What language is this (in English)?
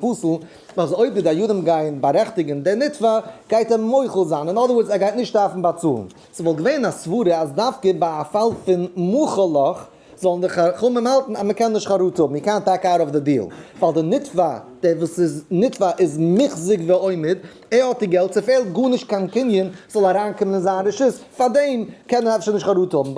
Yiddish